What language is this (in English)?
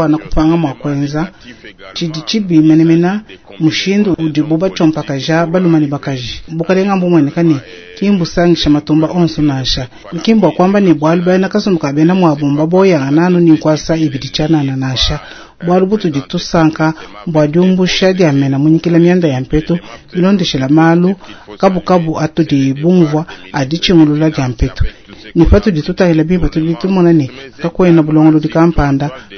Luba-Lulua